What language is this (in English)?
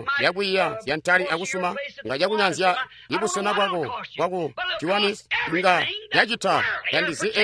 Tonga (Zambia)